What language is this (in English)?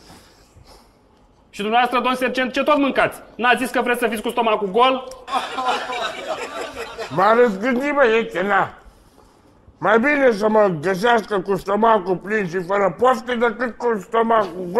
Romanian